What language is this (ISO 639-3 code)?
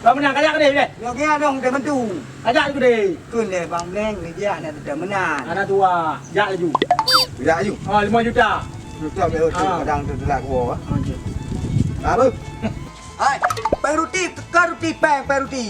ace